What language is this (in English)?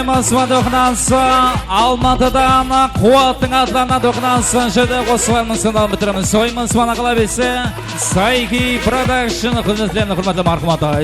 Kara-Kalpak